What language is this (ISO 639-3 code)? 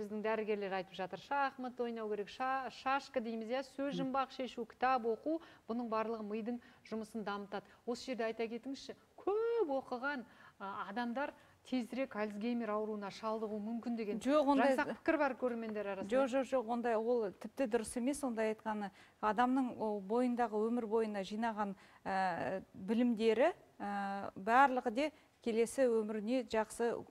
kaz